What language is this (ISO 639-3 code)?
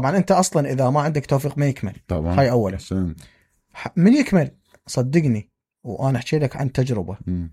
acm